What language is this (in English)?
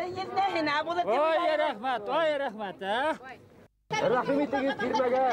Bashkir